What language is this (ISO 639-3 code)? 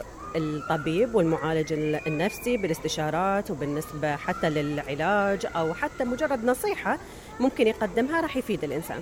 acm